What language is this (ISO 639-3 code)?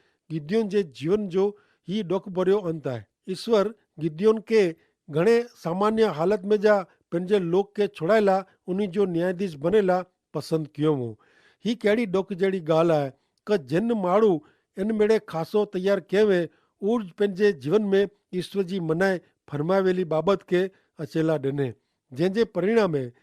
kfr